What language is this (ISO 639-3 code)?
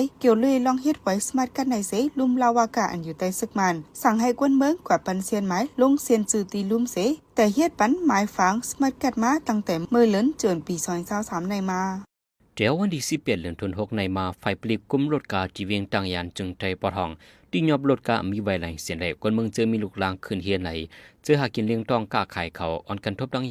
shn